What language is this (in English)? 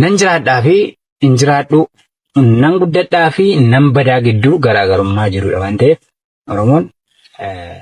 Oromo